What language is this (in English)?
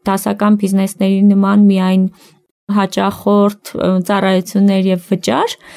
Armenian